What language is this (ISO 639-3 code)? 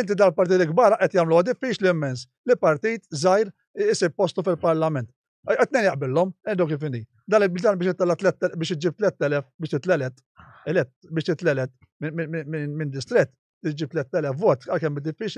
mlt